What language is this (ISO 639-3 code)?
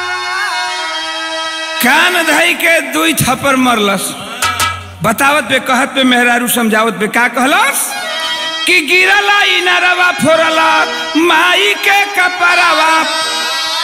bho